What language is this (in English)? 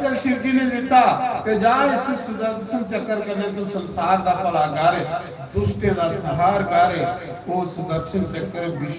Dogri